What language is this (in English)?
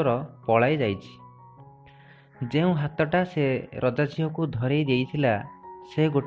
Odia